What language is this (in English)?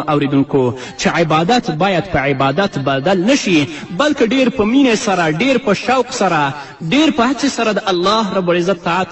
Pashto